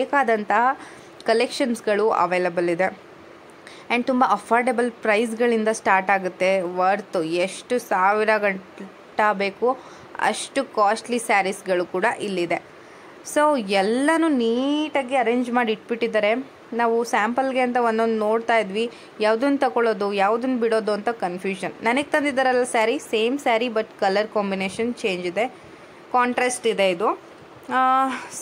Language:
Kannada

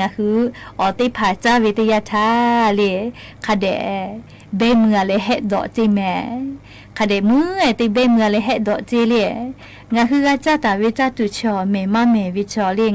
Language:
Lahu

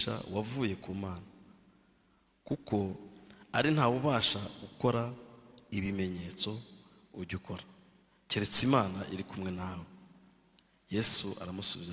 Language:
Kinyarwanda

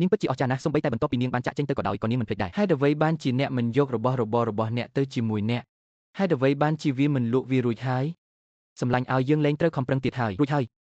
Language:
Khmer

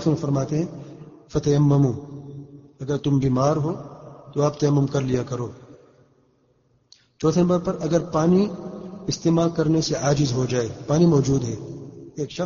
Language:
Urdu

